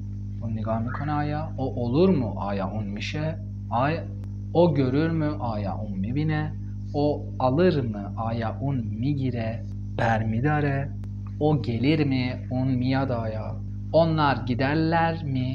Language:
Persian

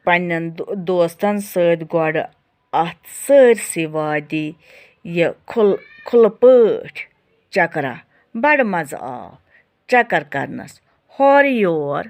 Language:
Kashmiri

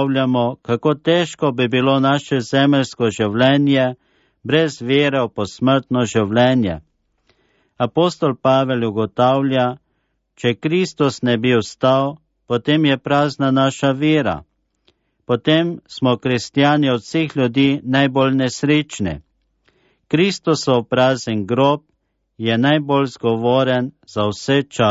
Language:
Slovenian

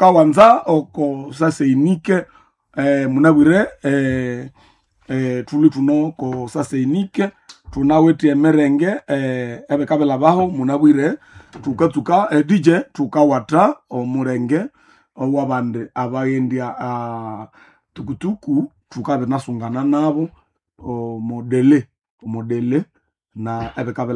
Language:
Nande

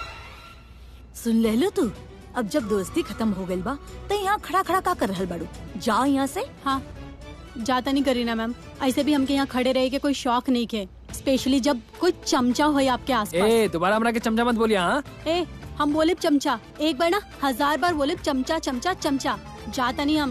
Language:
Bhojpuri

